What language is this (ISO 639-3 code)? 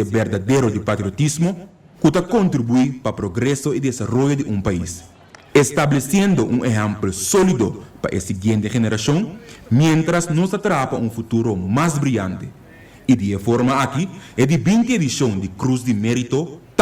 pap